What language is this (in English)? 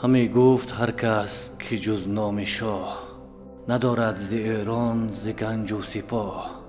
Tajik